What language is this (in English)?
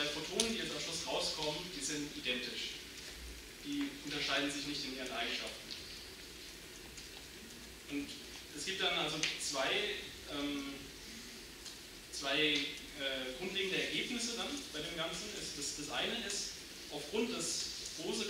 German